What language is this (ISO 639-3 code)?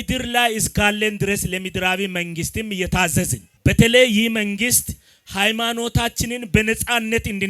amh